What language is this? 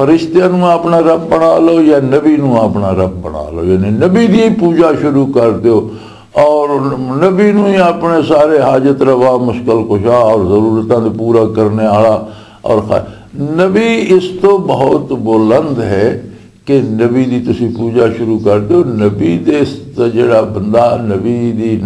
Western Panjabi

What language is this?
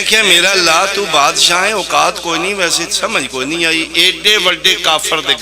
Pahari-Potwari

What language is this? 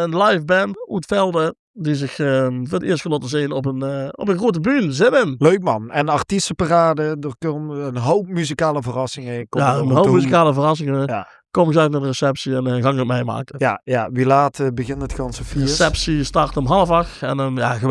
Limburgish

